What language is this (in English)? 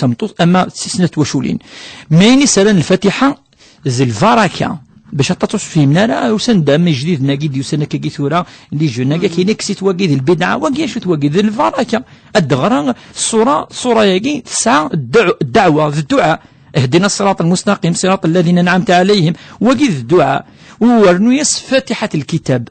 Kabyle